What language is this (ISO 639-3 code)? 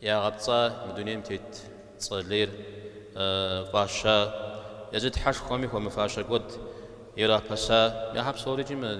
kbd